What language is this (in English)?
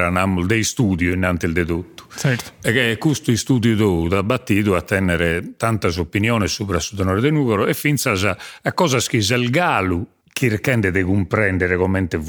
Sardinian